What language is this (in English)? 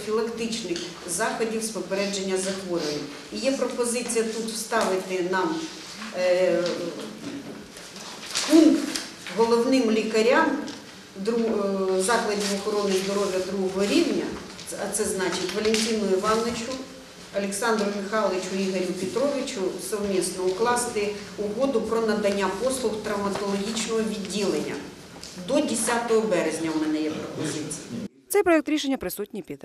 Ukrainian